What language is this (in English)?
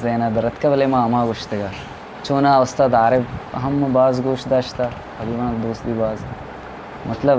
Eastern Balochi